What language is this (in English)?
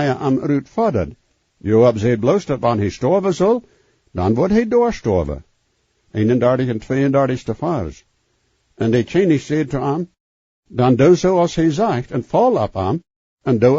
Plautdietsch